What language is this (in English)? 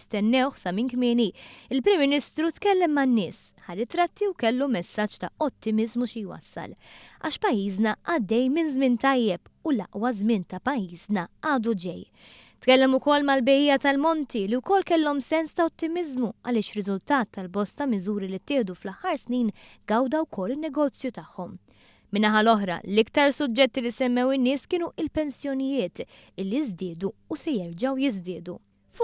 Maltese